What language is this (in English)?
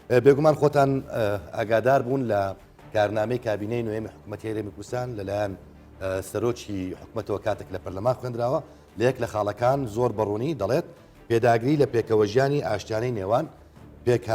Central Kurdish